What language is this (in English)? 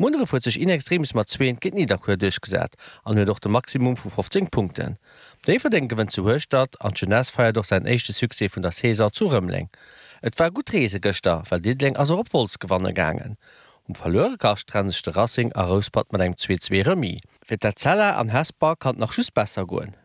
Luxembourgish